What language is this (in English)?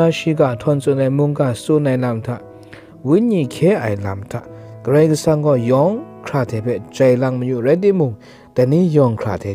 Kachin